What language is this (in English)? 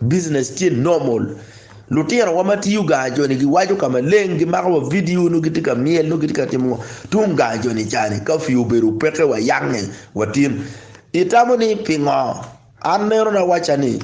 Acoli